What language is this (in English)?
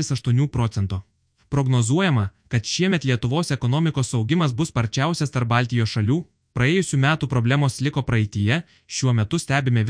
Lithuanian